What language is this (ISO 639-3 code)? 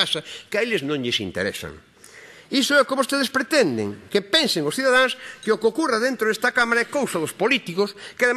glg